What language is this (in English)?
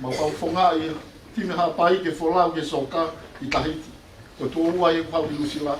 Tongan